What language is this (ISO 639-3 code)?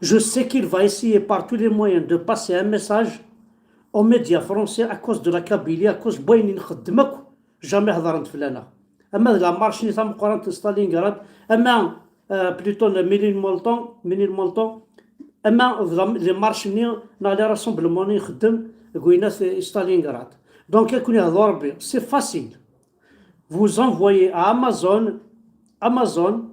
kab